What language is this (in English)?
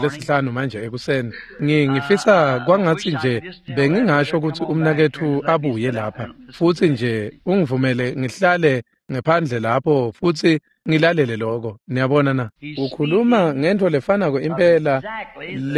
Swati